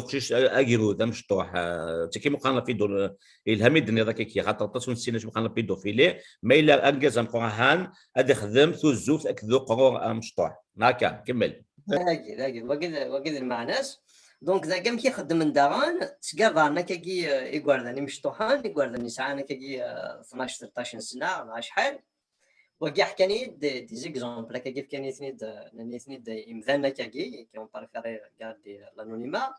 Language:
Kabyle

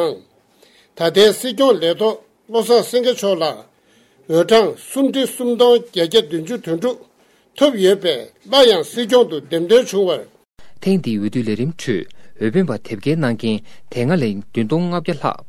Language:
Tibetan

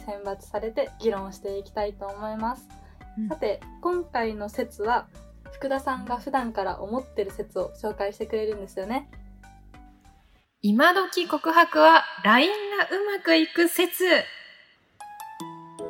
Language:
Japanese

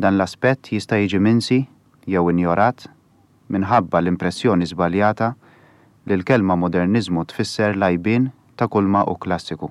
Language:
Maltese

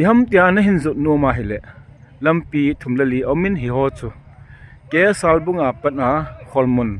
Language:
Thado Chin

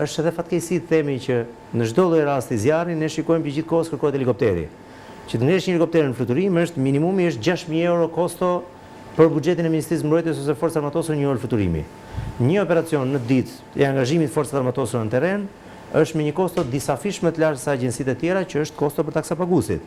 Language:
Albanian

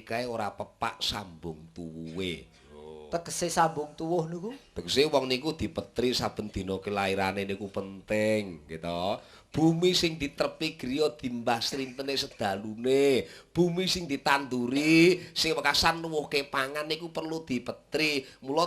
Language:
Javanese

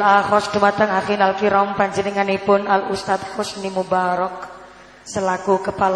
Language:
Javanese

